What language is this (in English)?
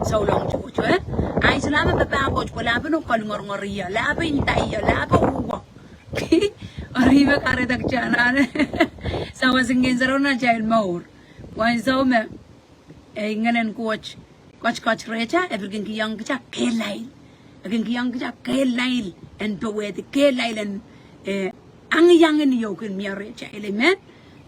Pohnpeian